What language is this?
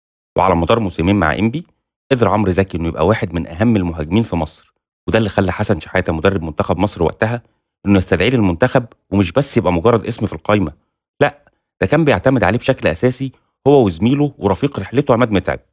Egyptian Arabic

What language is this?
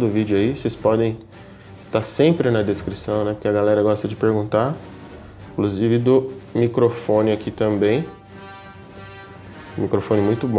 Portuguese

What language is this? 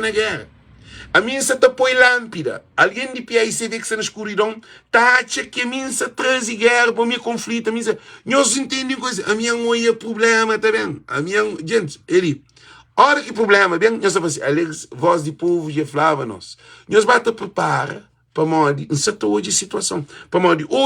Kabuverdianu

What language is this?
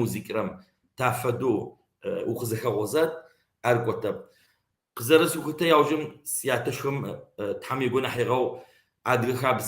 Kabardian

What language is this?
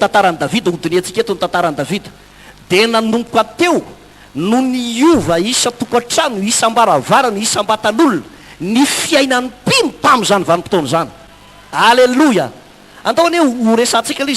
Malagasy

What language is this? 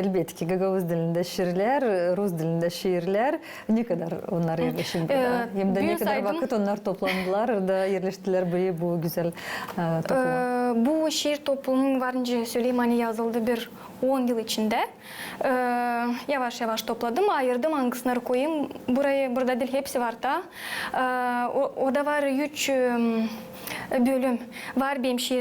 Gagauz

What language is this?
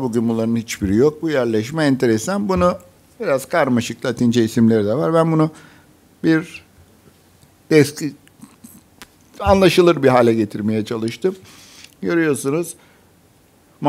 Turkish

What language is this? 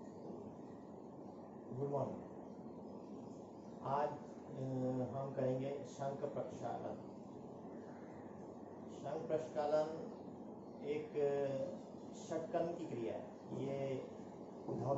Hindi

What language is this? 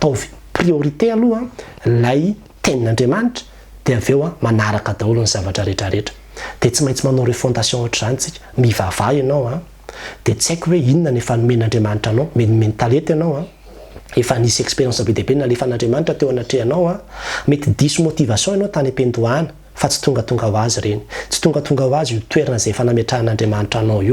Malagasy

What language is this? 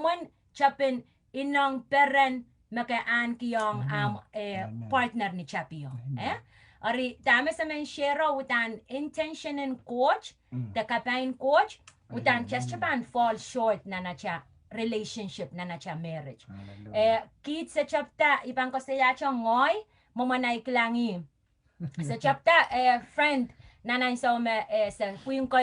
Pohnpeian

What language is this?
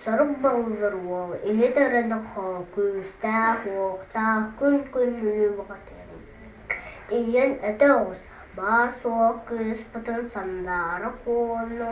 Yakut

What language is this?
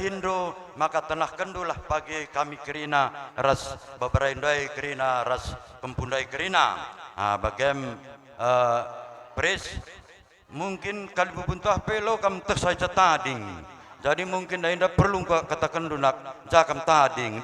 Batak Karo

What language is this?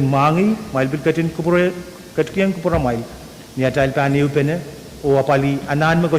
Pohnpeian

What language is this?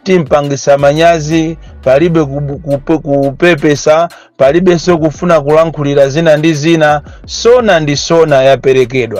Nyanja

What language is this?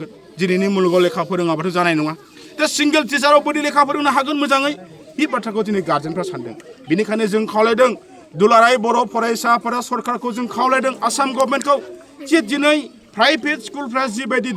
Bodo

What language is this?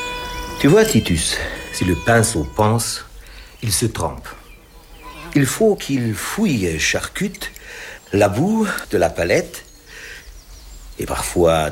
French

